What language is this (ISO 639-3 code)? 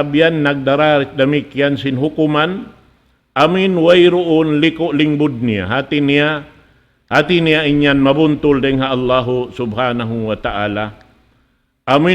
tsg